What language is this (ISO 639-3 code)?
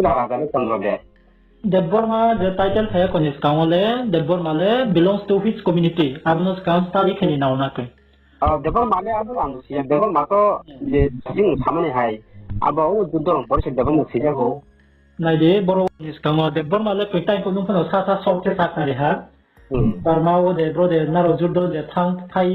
ria